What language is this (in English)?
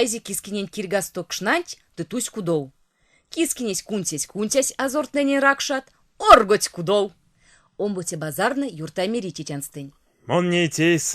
Erzya